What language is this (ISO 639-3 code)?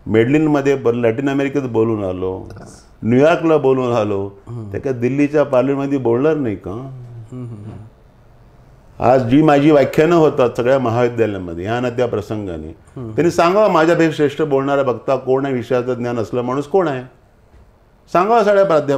mar